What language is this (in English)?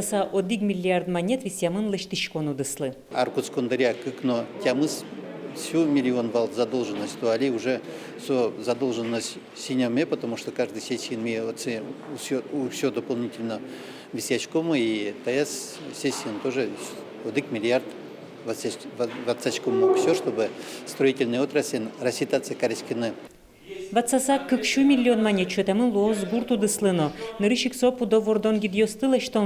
Udmurt